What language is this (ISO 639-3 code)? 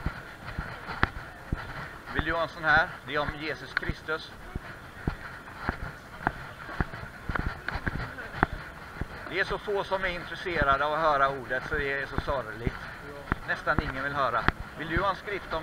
swe